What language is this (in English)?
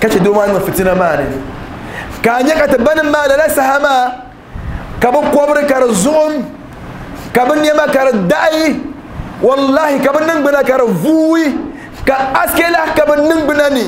Dagbani